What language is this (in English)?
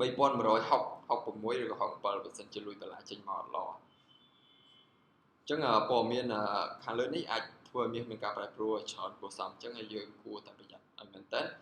Khmer